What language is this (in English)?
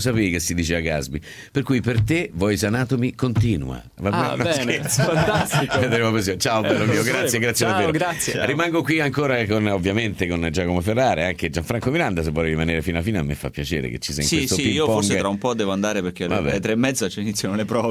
Italian